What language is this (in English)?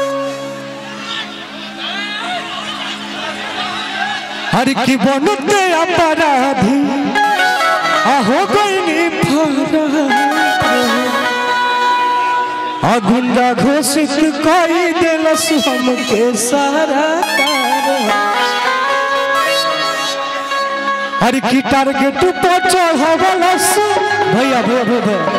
Bhojpuri